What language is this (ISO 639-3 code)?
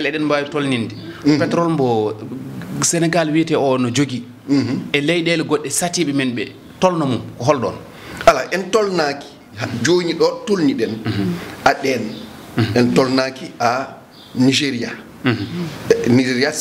ful